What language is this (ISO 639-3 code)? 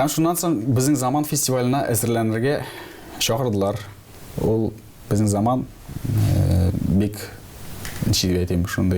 tat